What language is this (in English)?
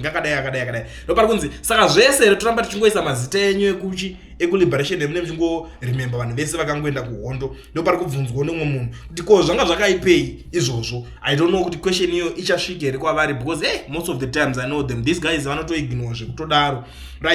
Shona